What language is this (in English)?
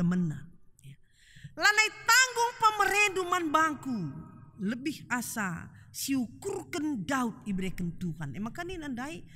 Batak Karo